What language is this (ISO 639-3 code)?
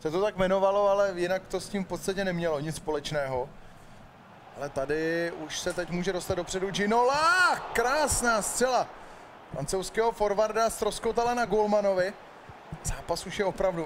ces